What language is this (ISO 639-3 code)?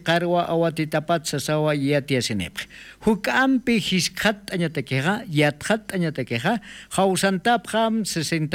aym